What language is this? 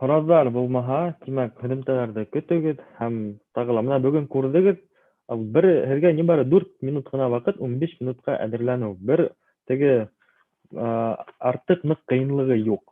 Bashkir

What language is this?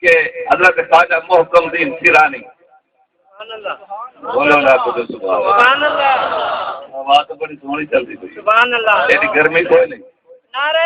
Saraiki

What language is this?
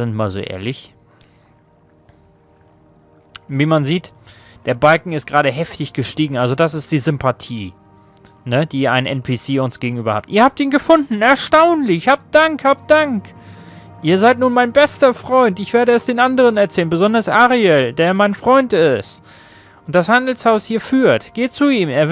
German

